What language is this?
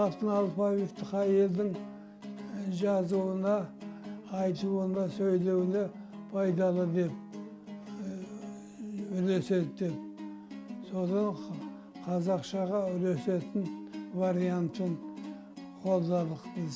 Kazakh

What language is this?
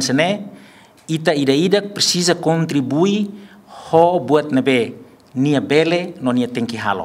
Tetum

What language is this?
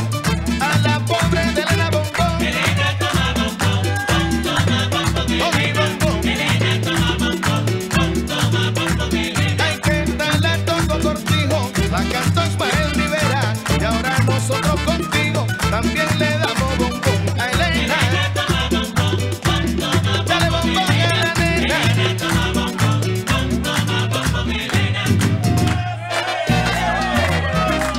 Spanish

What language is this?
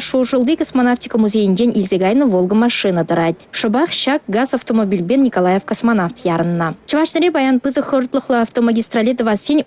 Chuvash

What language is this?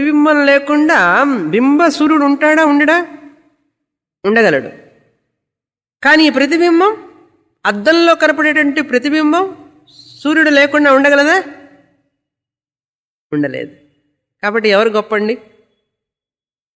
Telugu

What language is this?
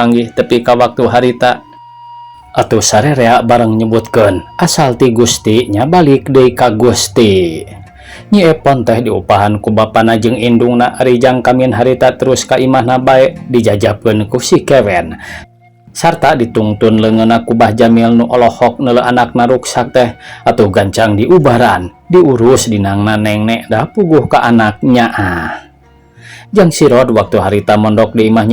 Sundanese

